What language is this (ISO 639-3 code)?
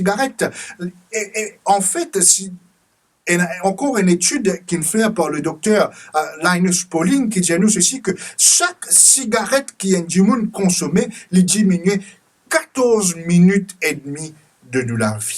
mfe